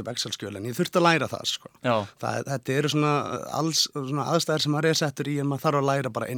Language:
Icelandic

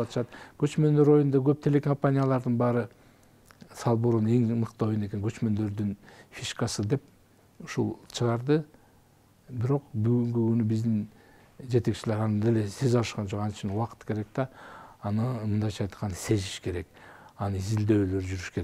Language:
Kyrgyz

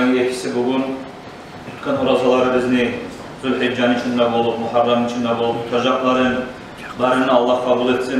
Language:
Kumyk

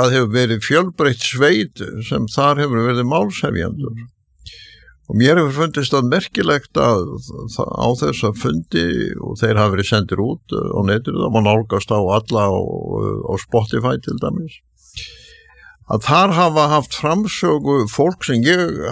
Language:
Icelandic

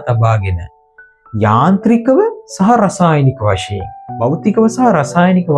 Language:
Sinhala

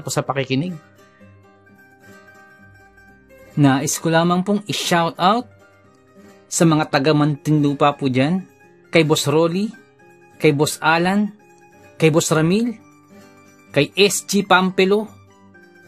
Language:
Filipino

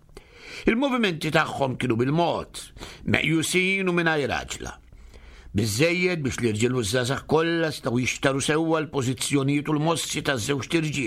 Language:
Maltese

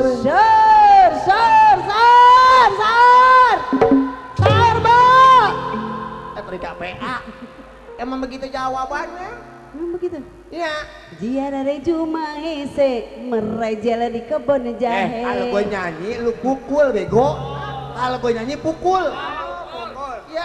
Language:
Betawi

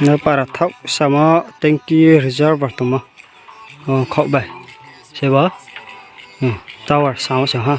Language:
Riang (India)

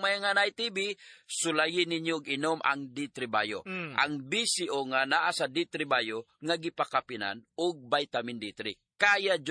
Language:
Cebuano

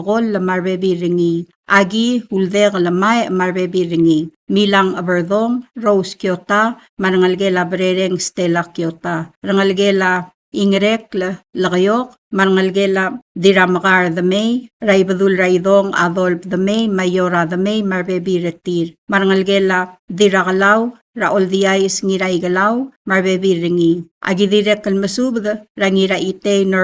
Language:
Palauan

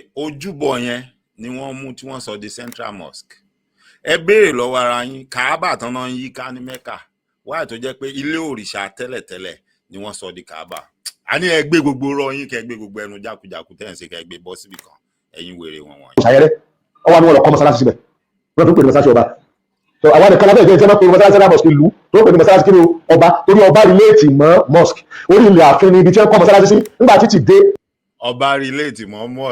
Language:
Yoruba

